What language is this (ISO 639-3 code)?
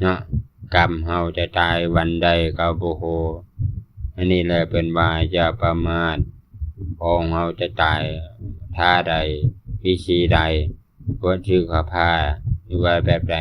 lao